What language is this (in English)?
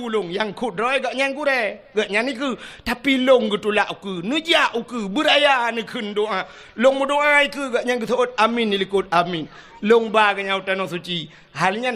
Achinese